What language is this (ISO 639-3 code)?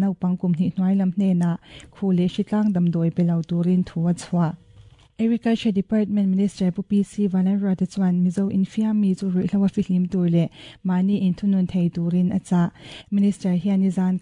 lus